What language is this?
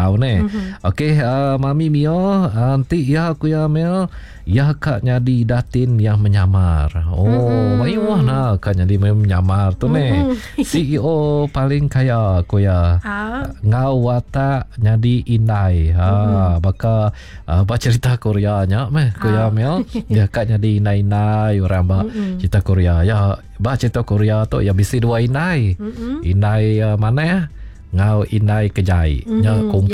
Iban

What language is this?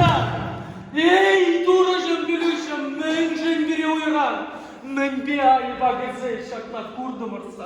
Chuvash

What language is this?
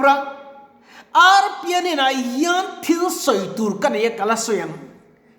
Mizo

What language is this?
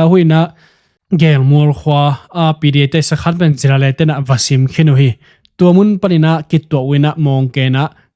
Tedim Chin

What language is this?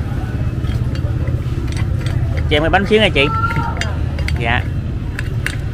Vietnamese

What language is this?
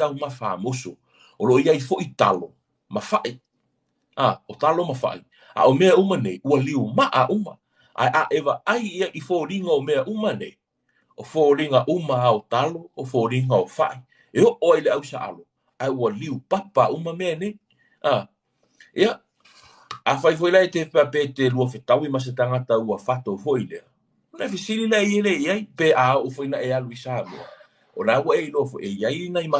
Samoan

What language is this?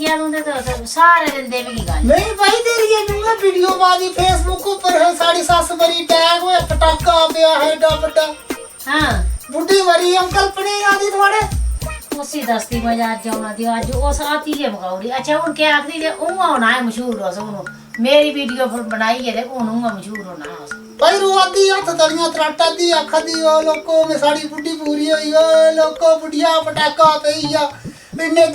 Dogri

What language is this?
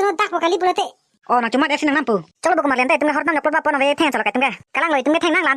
Karbi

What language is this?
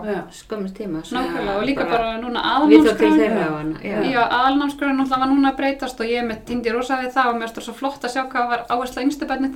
Icelandic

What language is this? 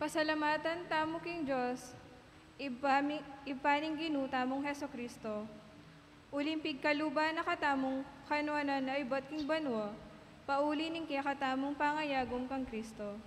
Pampanga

